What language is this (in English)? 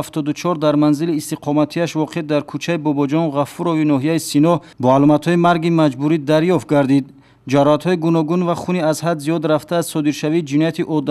Tajik